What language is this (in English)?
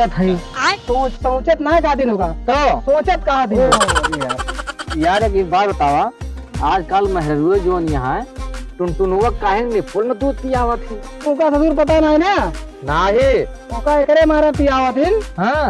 Awadhi